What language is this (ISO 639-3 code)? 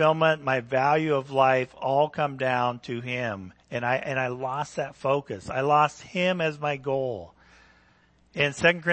eng